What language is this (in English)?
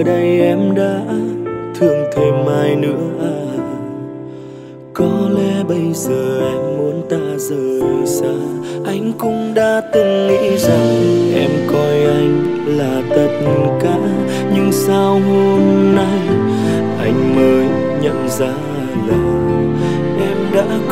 Vietnamese